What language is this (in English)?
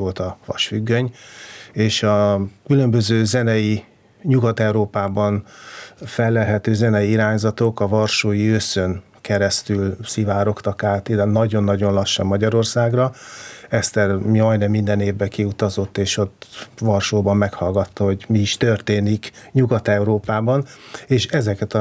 Hungarian